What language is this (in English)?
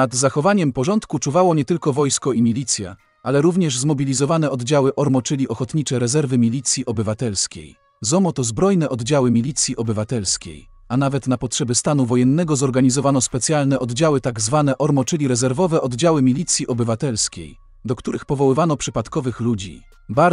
Polish